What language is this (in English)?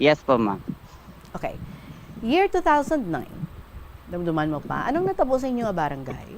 Hiligaynon